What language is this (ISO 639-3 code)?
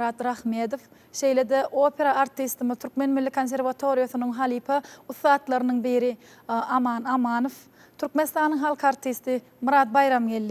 tuk